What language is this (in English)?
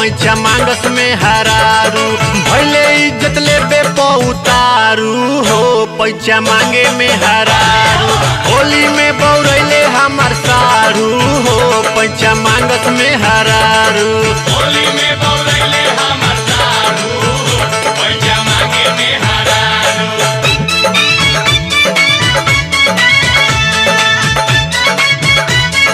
Bhojpuri